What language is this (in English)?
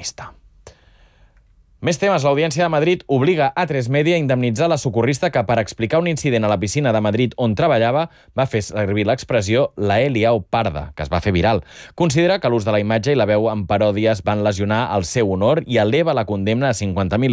Catalan